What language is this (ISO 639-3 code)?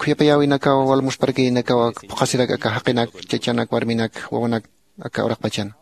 aym